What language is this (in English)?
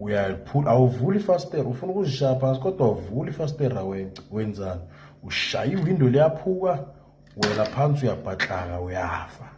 Zulu